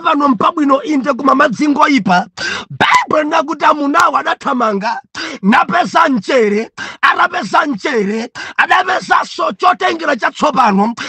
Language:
Nyanja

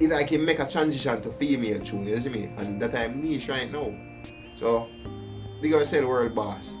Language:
Jamaican Creole English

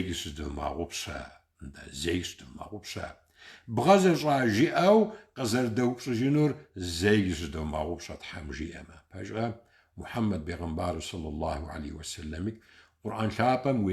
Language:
Kabardian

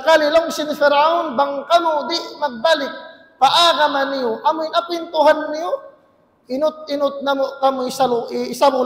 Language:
Tausug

